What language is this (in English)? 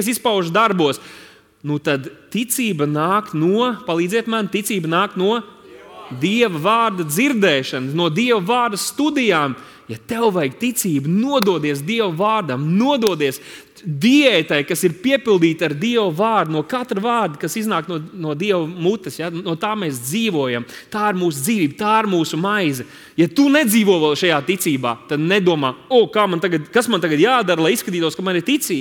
Latvian